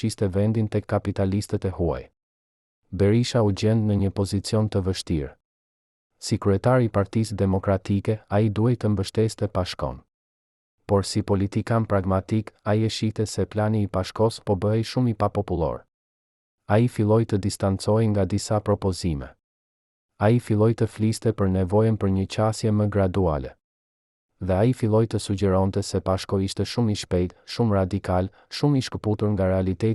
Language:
Albanian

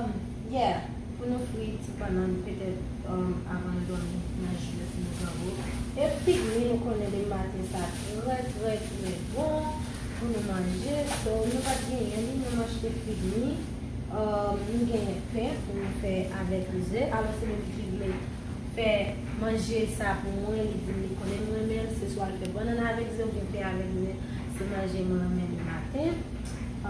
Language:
Haitian Creole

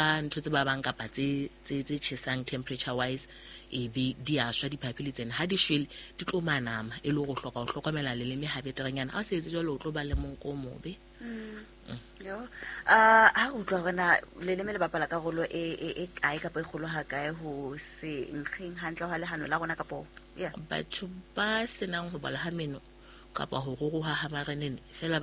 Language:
Southern Sotho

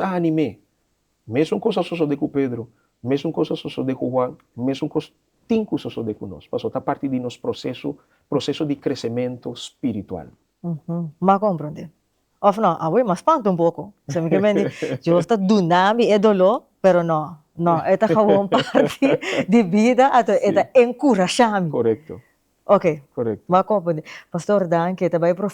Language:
Papiamento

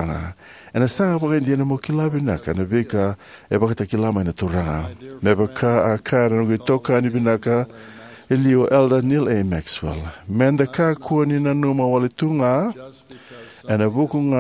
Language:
Fijian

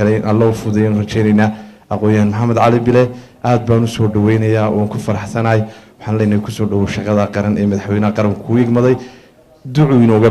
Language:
Somali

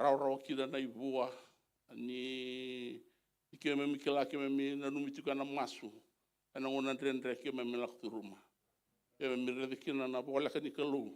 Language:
Fijian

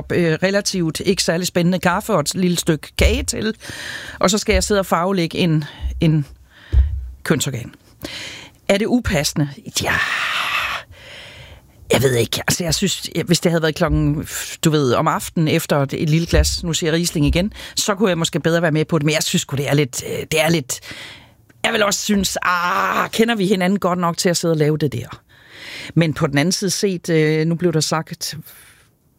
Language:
Danish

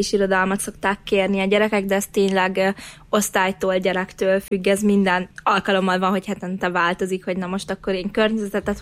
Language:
Hungarian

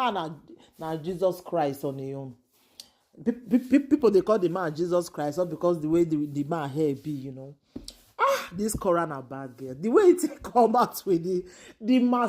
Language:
Nigerian Pidgin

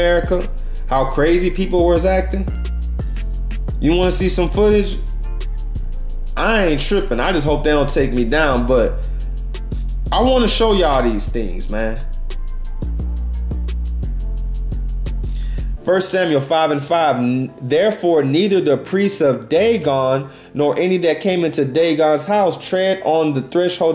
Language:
English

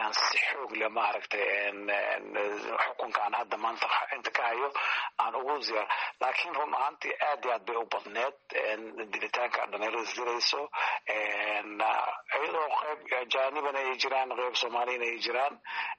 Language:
Somali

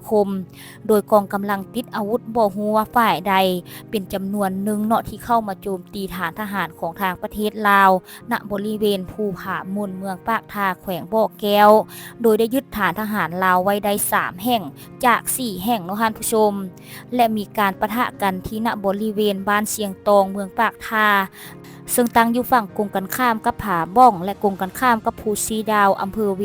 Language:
Lao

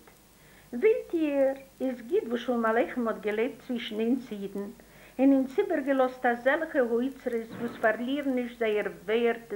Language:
Yiddish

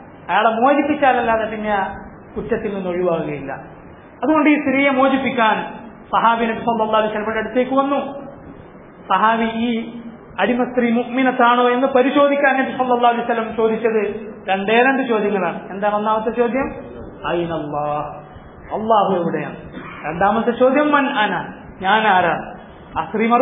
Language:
Malayalam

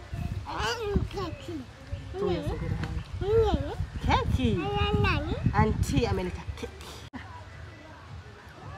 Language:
Swahili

